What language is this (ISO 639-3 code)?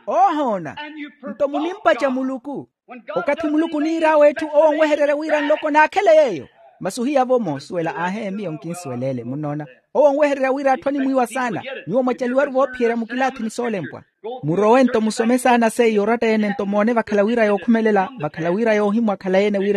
vmw